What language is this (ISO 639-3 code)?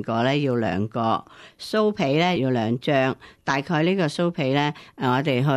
yue